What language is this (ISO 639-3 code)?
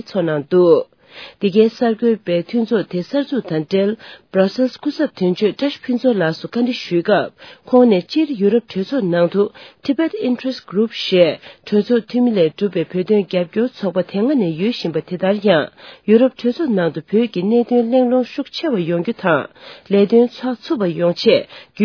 bod